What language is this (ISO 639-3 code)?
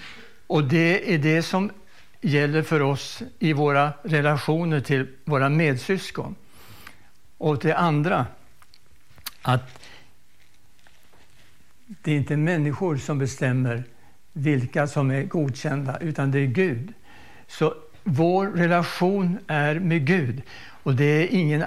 swe